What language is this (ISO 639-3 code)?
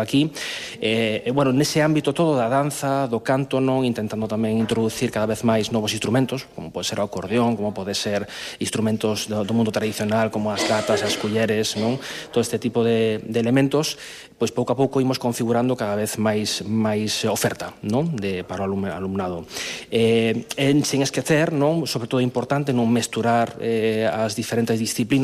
glg